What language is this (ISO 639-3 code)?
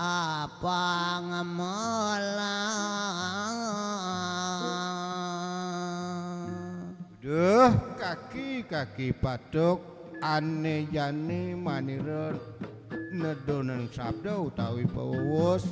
ban